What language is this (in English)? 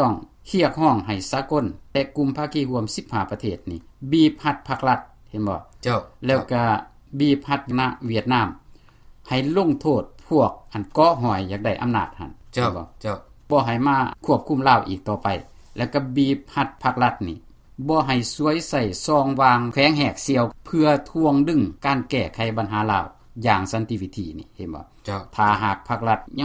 Lao